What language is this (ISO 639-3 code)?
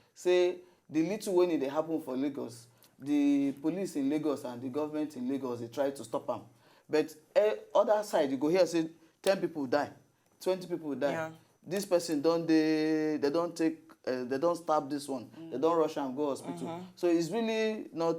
pcm